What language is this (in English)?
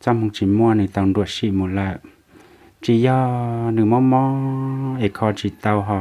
Hmong